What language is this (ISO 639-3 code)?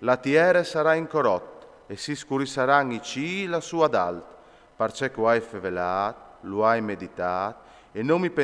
fur